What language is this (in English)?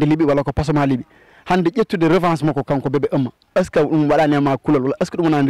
Fula